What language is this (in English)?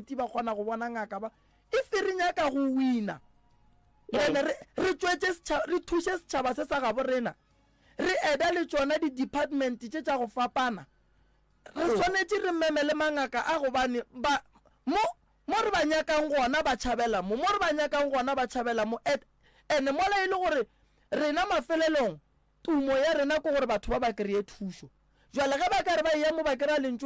Northern Sotho